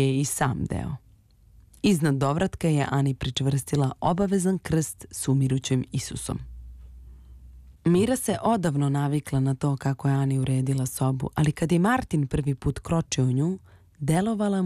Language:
Serbian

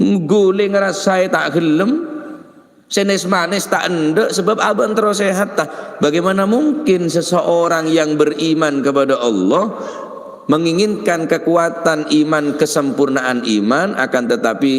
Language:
Madurese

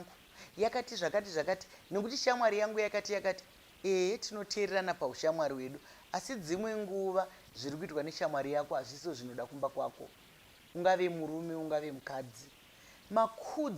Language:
Shona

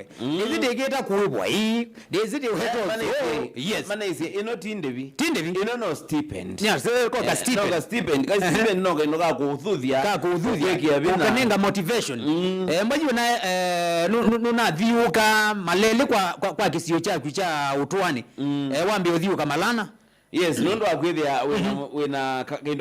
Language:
Kamba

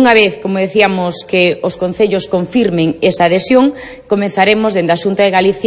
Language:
Galician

